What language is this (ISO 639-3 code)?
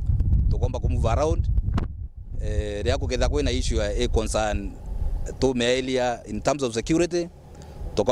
mer